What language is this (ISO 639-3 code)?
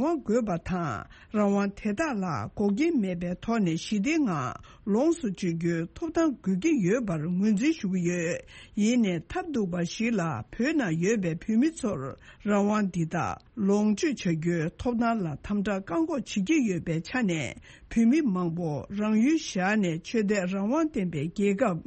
bod